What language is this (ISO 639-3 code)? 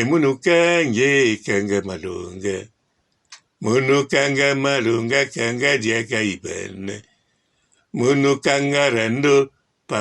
lin